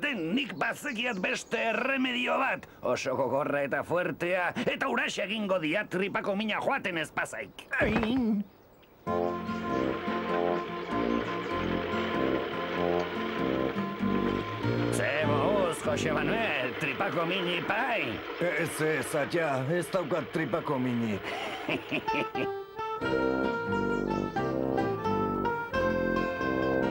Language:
Basque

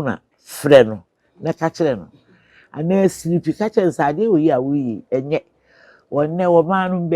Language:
Akan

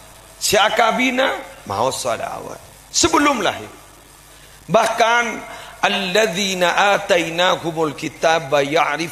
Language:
Madurese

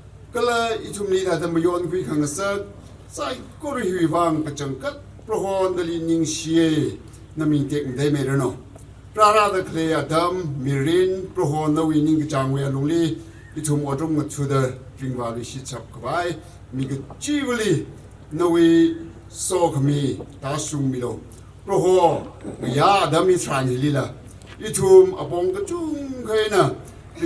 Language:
Tangkhul Naga (India)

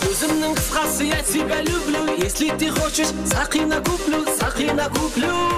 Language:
Kara-Kalpak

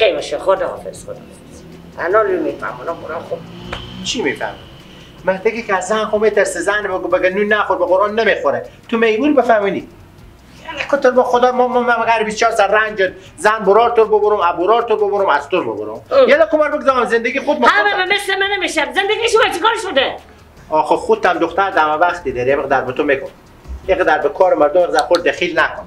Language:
Persian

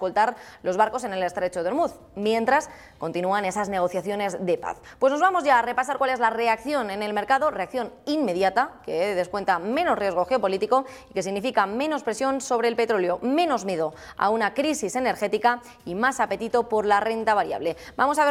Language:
Spanish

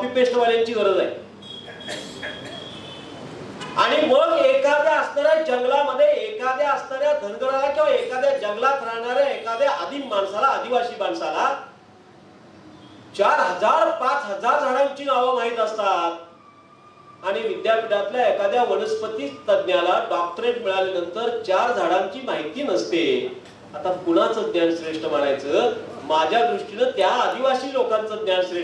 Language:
Marathi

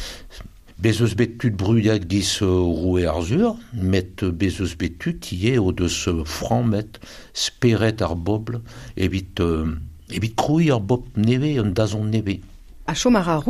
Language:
Breton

